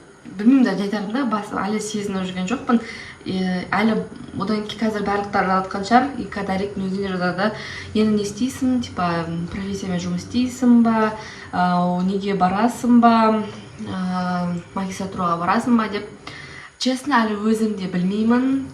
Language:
Kazakh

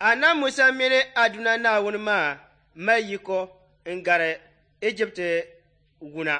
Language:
Dagbani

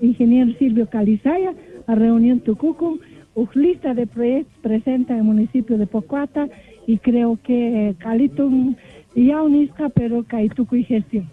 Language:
Quechua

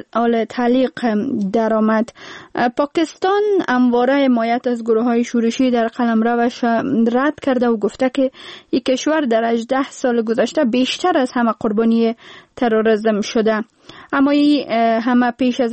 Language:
Persian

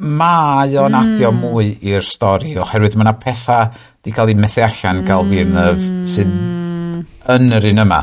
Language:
Welsh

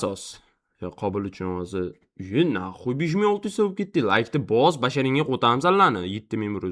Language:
Uzbek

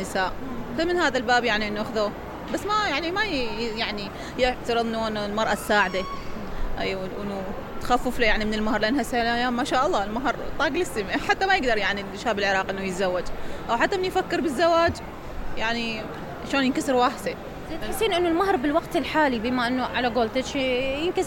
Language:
Mesopotamian Arabic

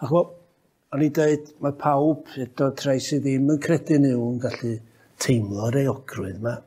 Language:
Welsh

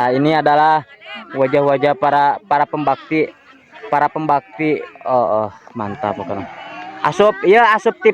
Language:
Sundanese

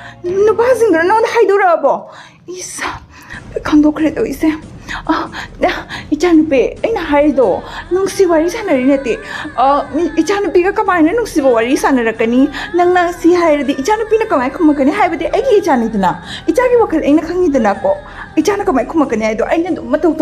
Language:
Manipuri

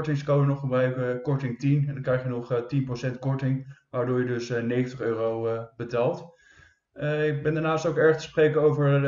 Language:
Dutch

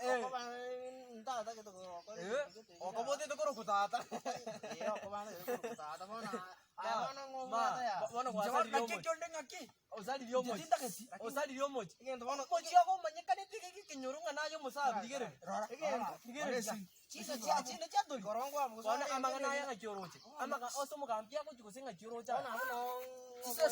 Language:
Gusii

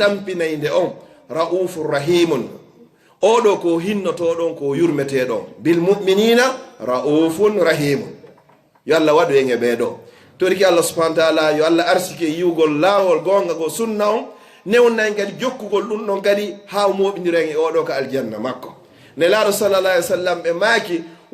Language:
Fula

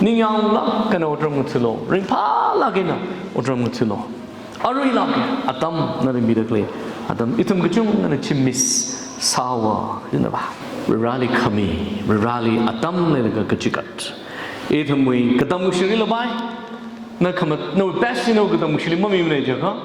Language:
Tangkhul Naga (India)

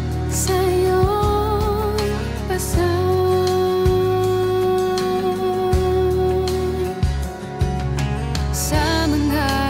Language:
Filipino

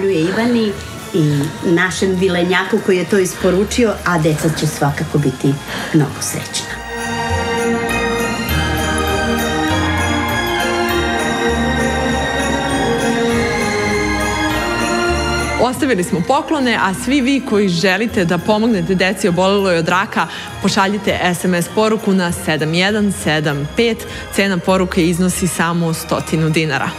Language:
Serbian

